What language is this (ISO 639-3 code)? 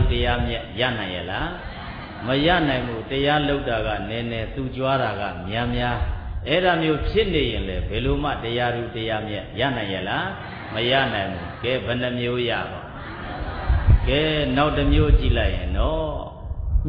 mya